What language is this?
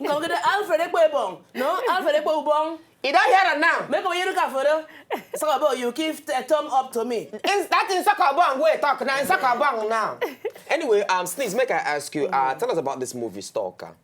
Nigerian Pidgin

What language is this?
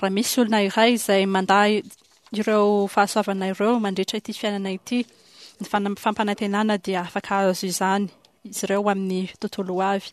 Malagasy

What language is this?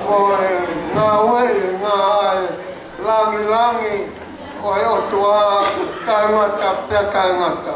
Tongan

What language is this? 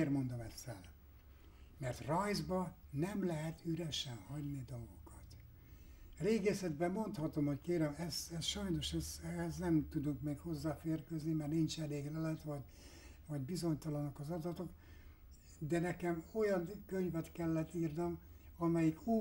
Hungarian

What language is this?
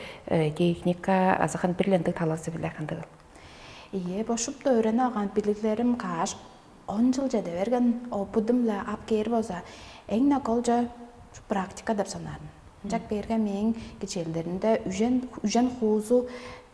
Tuvinian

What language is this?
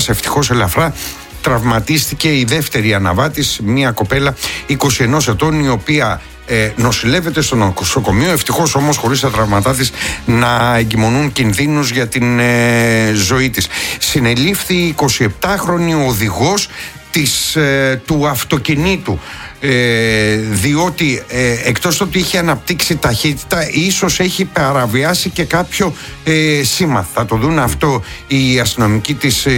Greek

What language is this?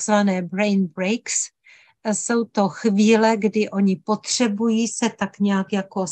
Czech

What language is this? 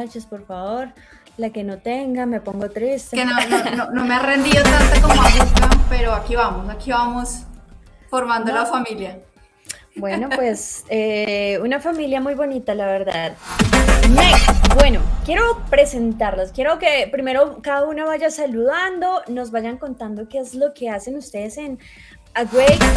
Spanish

